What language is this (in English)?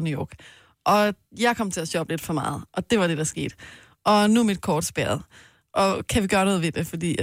Danish